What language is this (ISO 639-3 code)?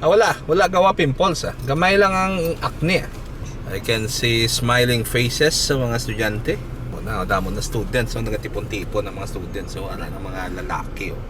hil